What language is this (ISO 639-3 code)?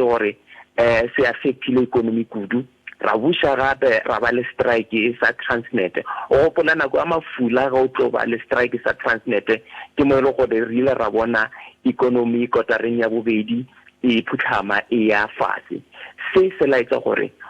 tsn